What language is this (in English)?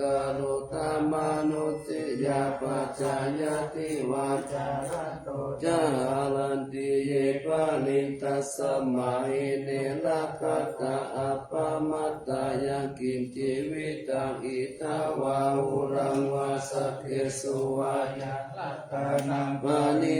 Pali